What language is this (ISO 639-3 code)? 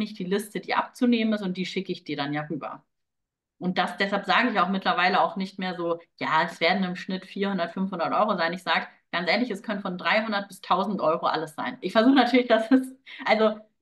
deu